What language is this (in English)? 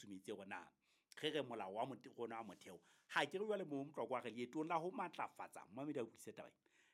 Southern Sotho